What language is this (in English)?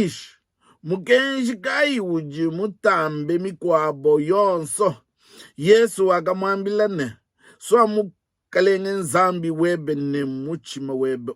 Luba-Lulua